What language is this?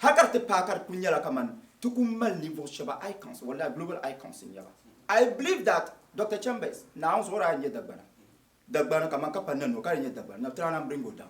Dagbani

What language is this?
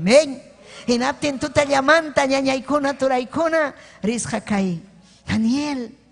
Ayacucho Quechua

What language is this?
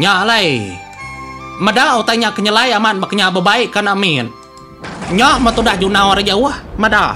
Iban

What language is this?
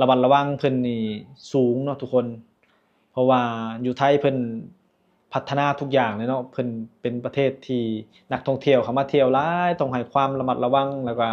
Lao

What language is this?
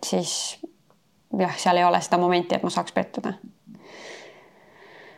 Estonian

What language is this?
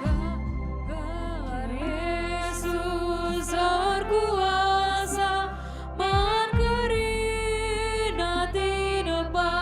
Batak Karo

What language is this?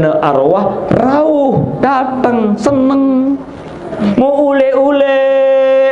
Sasak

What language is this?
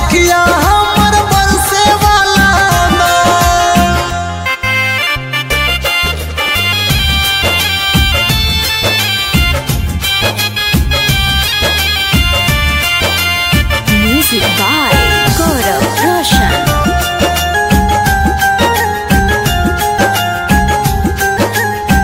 Bhojpuri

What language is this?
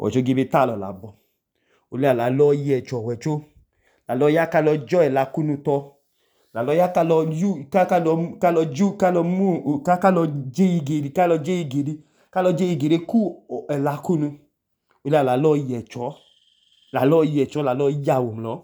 Idoma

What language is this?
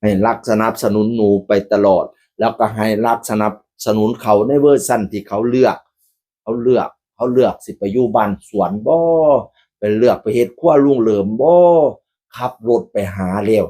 Northeastern Thai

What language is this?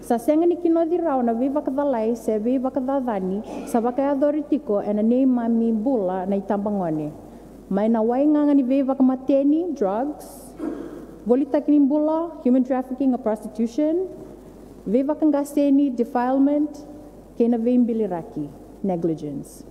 Fijian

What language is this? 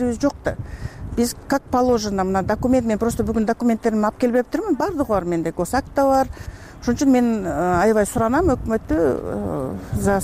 Kyrgyz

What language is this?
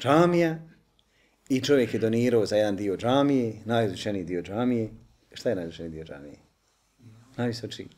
Bosnian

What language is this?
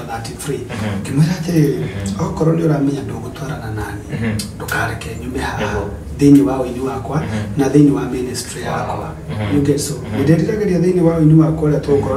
Kikuyu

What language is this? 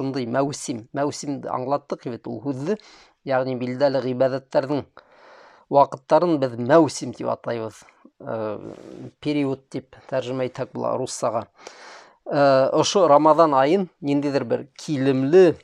Bashkir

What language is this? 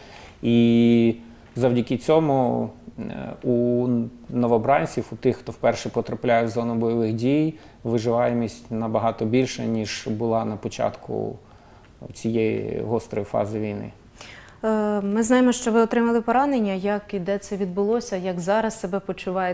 Ukrainian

